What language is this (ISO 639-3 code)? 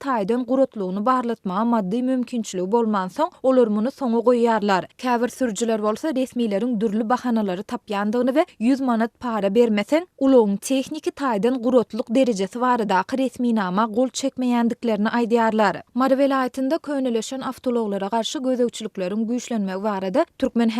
tuk